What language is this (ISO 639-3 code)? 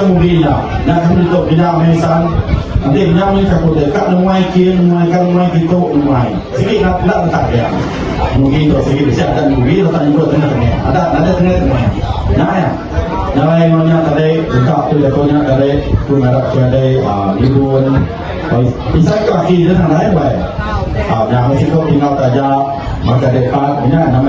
iba